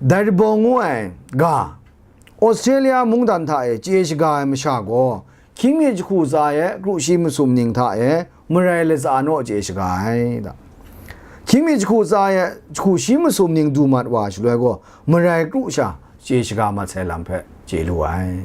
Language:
Kachin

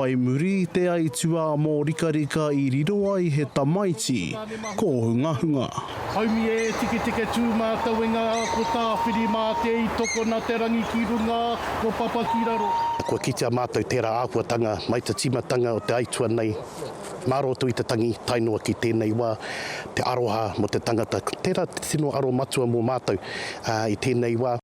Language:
Māori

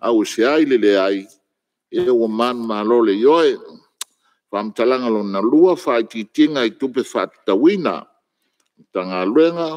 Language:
Samoan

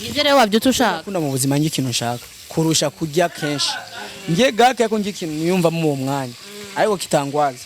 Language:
Rundi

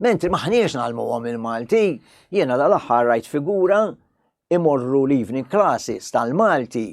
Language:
Maltese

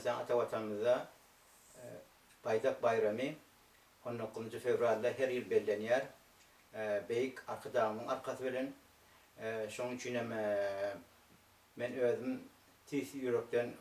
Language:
Turkmen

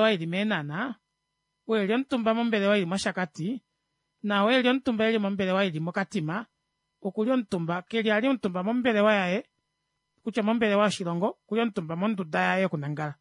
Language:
Kuanyama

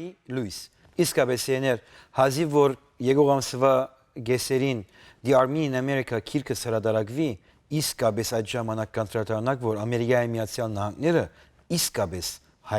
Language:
Western Armenian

